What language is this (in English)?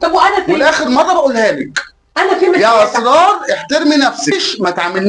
Egyptian Arabic